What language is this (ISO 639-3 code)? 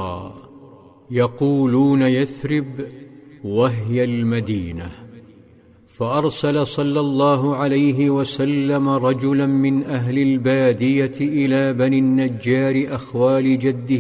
ara